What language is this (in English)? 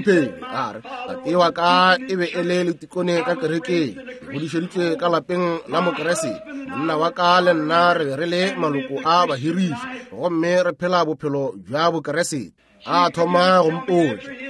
Northern Sotho